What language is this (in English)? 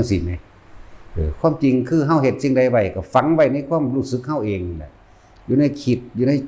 Northeastern Thai